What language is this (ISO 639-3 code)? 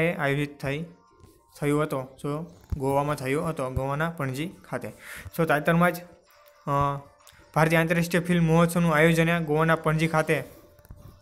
guj